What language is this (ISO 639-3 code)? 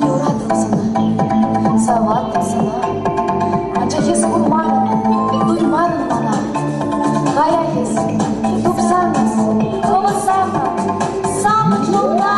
chv